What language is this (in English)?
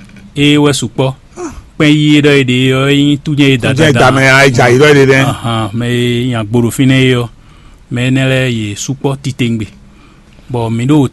Fon